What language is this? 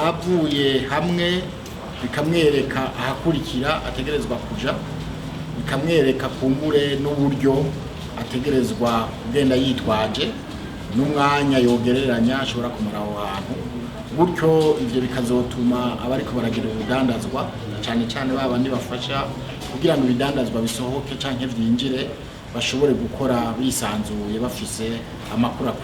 Rundi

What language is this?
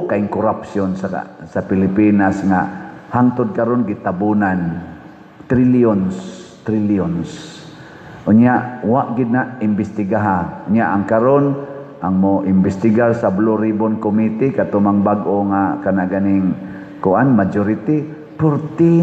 Cebuano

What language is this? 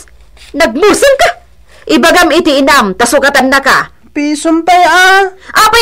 Iloko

